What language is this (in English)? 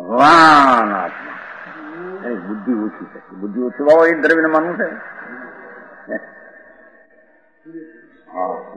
Gujarati